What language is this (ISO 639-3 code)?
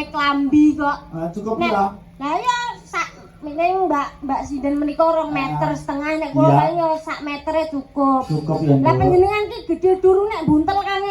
jav